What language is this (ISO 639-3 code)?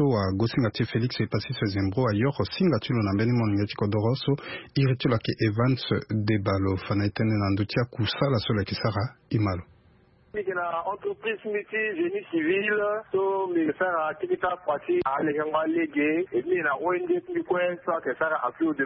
sag